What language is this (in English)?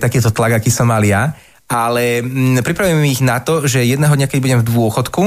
Slovak